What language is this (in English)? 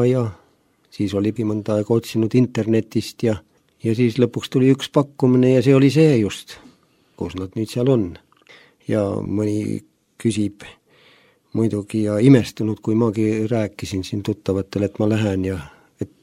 Estonian